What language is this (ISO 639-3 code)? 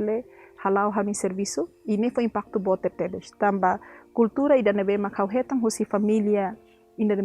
tet